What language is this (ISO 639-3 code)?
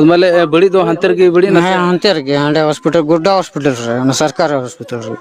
sat